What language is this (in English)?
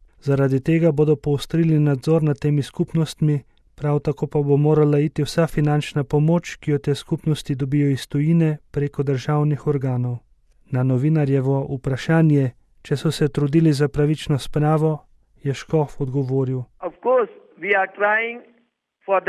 Slovenian